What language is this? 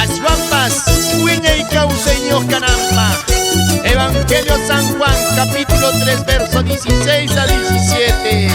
Quechua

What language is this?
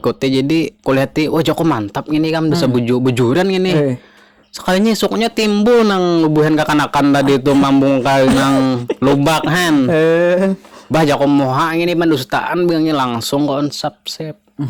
Banjar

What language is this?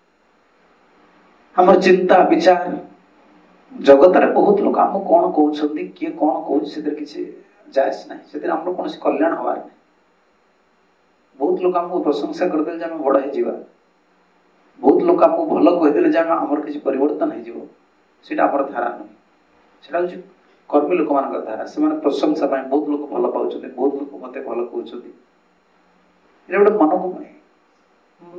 Odia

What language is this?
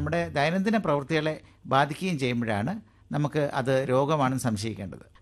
Malayalam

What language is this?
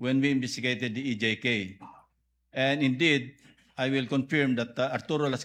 Filipino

